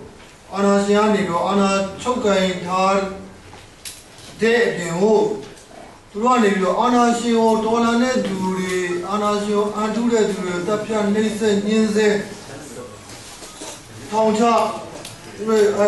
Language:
Burmese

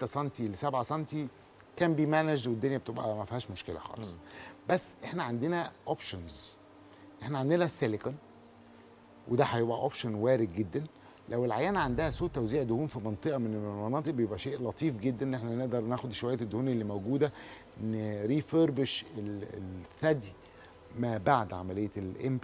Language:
Egyptian Arabic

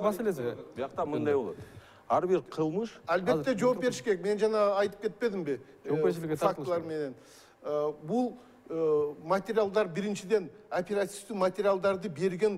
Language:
Kyrgyz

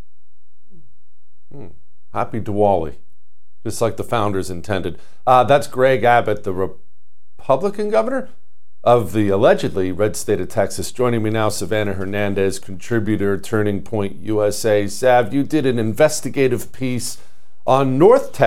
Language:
English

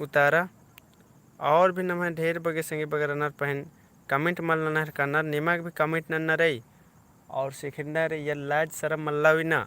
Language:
Kurukh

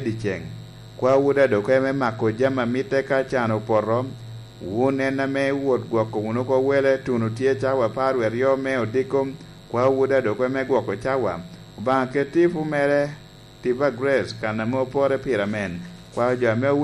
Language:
Lango (Uganda)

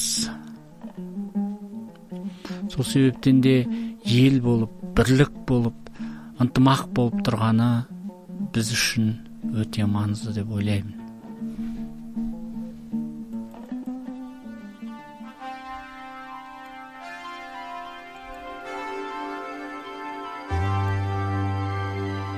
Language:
Kazakh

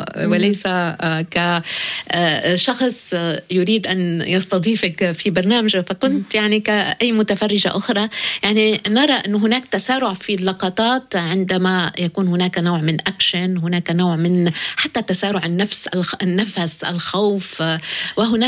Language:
Arabic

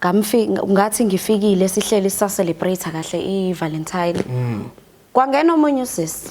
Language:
Zulu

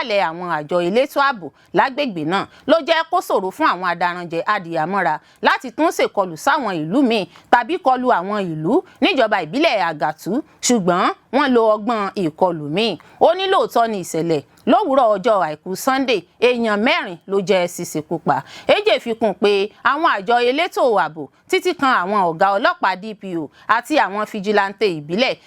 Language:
Yoruba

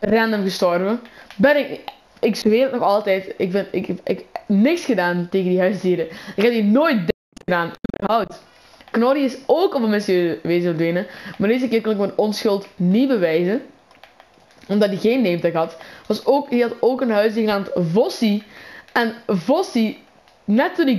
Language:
Dutch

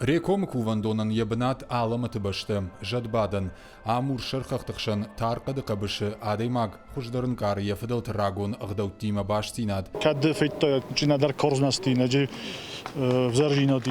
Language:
Ossetic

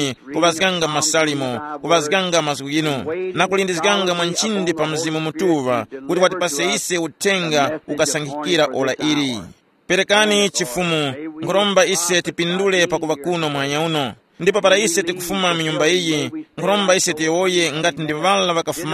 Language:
Tumbuka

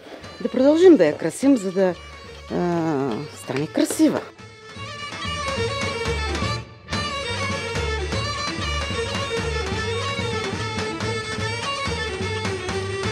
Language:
Bulgarian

